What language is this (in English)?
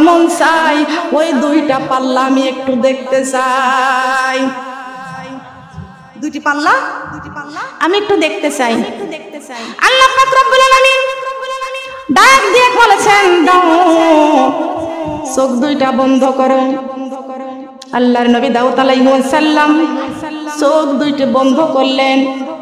Bangla